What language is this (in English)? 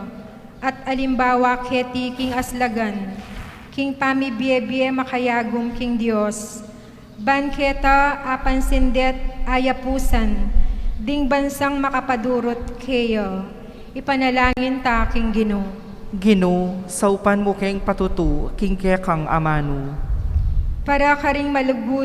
Pampanga